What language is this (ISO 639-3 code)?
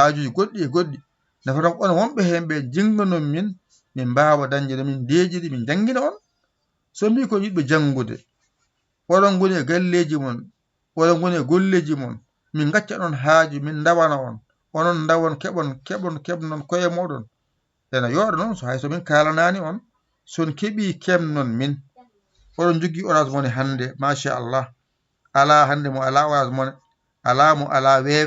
ful